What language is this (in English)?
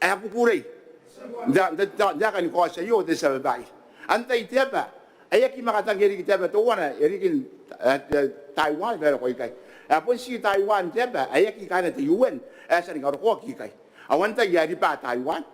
Gilbertese